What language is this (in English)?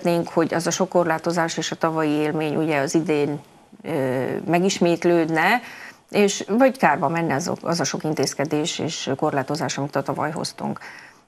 Hungarian